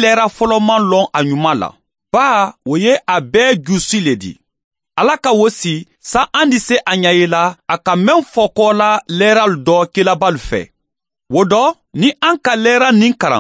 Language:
Mandingo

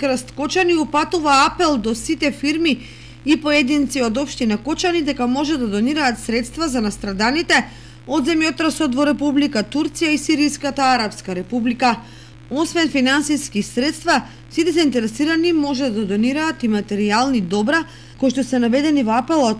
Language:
Macedonian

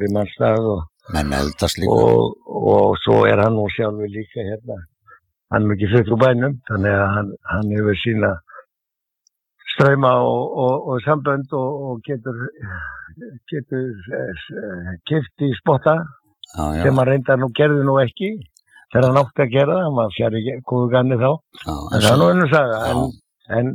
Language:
Icelandic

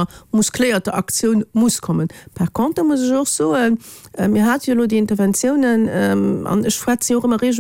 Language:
Luxembourgish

